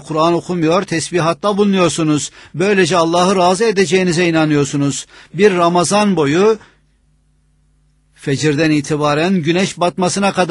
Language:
Turkish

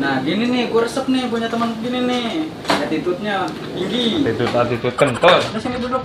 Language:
Betawi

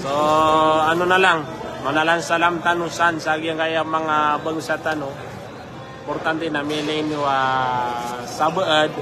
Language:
Maranao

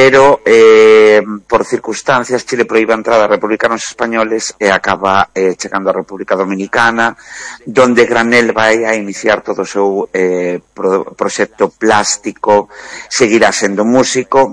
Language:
Galician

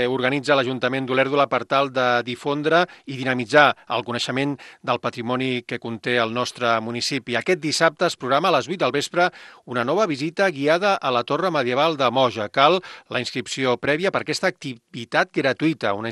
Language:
Catalan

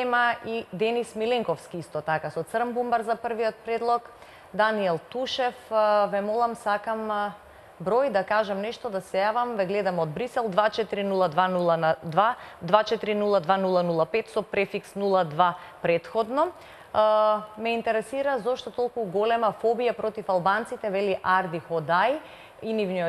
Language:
Macedonian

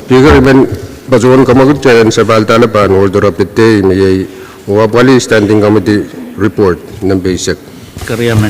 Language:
Pohnpeian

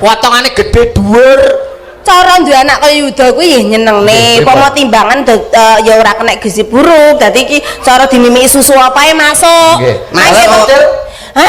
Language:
Javanese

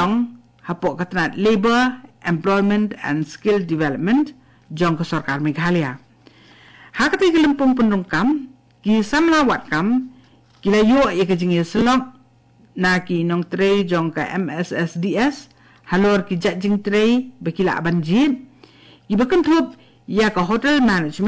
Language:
Khasi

